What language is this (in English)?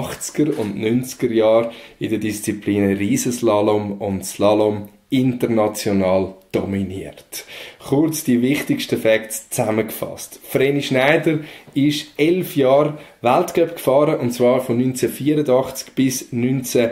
Swiss German